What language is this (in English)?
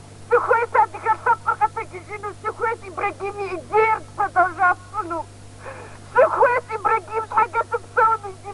Kabardian